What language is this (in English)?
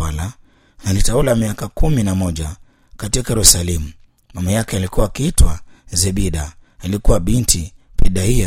Swahili